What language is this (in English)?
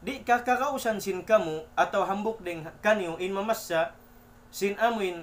Tausug